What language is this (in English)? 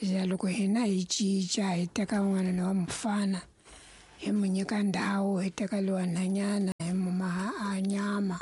Tsonga